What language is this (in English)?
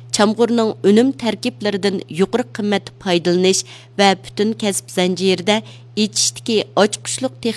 Uyghur